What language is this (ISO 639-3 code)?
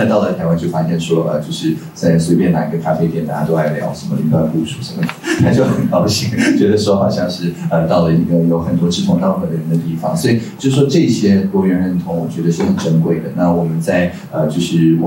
zho